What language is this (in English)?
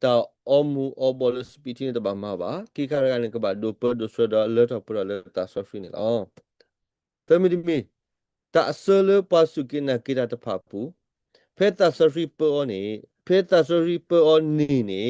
S'gaw Karen